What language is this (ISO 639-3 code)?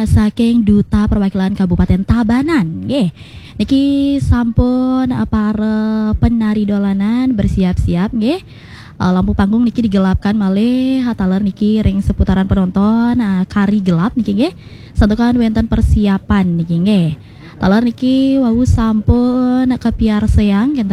ban